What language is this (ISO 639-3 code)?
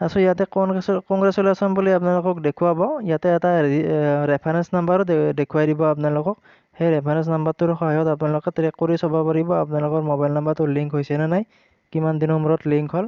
asm